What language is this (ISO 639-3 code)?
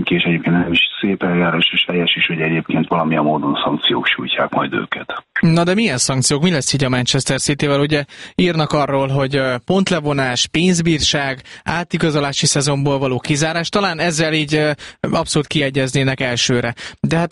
hun